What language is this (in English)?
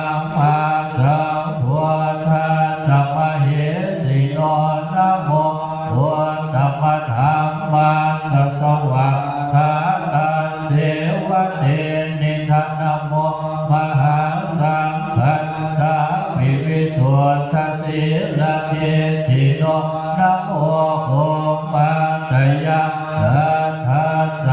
Pali